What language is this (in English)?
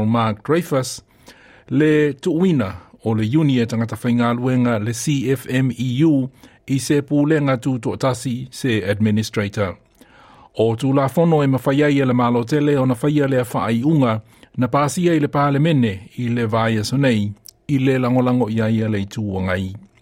Samoan